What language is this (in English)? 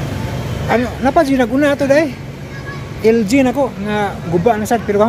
Cebuano